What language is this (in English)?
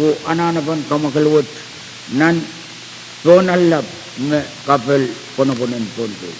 Pohnpeian